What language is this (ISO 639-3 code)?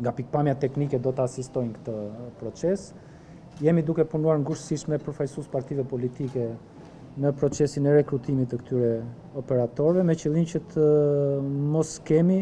sqi